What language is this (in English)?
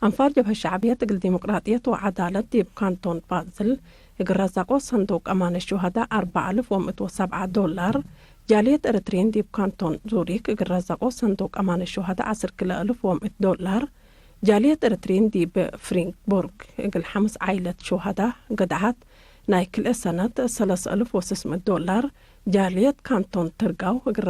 Tigre